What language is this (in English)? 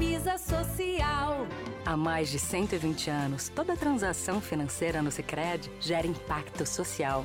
Portuguese